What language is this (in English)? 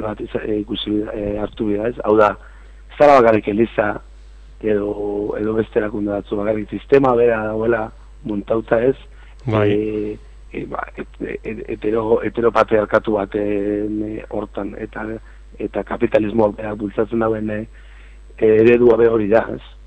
Basque